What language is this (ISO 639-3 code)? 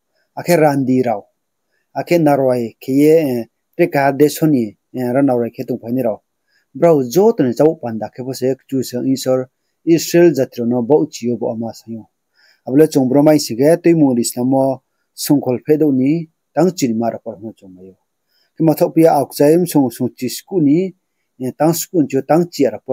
ria